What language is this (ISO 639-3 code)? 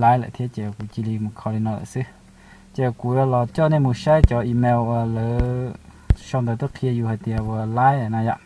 hmn